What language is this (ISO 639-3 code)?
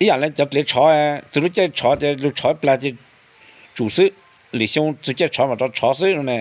hmn